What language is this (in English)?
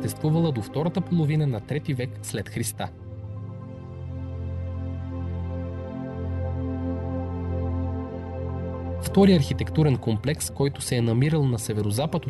Bulgarian